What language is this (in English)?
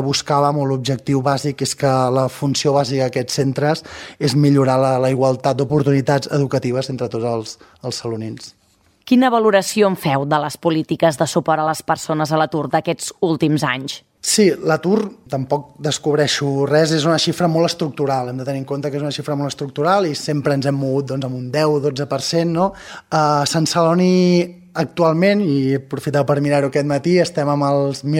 Catalan